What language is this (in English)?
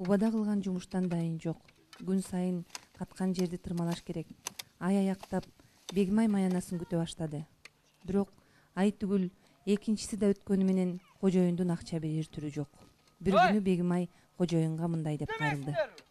Kyrgyz